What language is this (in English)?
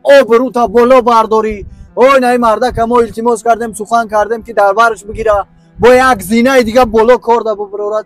Tajik